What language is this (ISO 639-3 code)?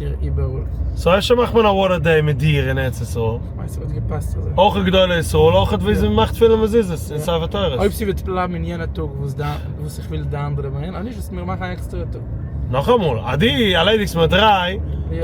yid